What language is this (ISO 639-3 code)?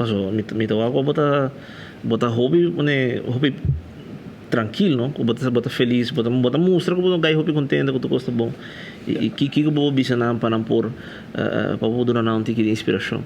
pap